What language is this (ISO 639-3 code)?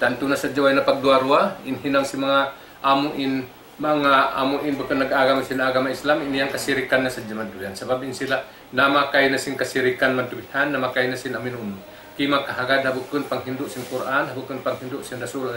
tsg